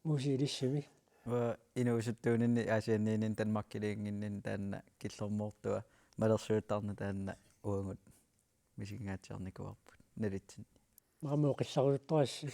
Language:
Kalaallisut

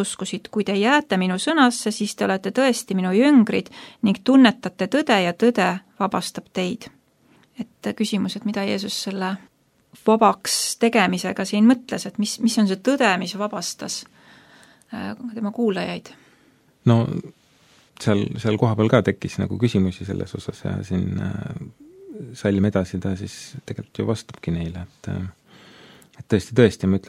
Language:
Estonian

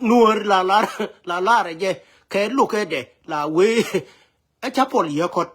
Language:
Nuer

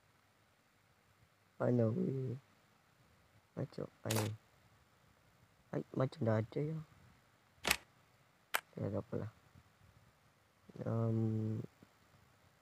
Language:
Malay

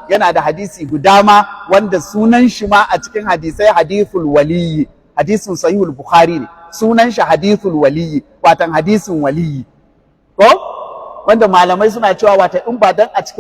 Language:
Hausa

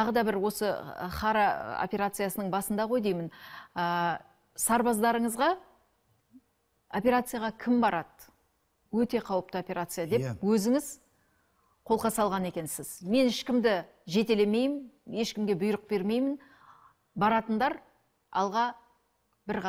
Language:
Kazakh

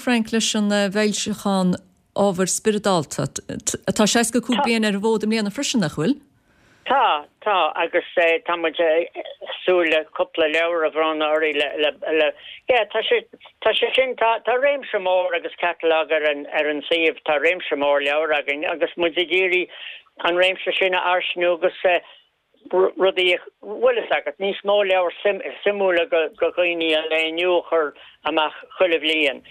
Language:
Irish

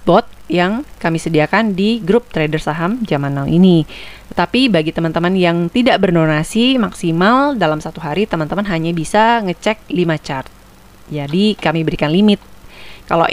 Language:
Indonesian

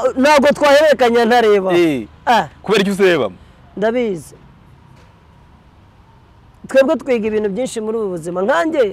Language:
Kinyarwanda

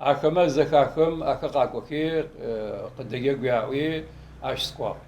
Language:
Adyghe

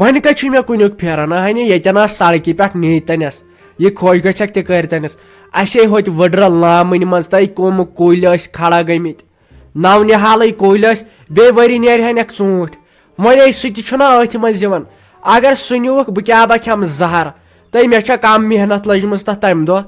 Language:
Kashmiri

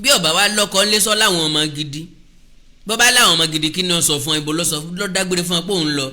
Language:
Yoruba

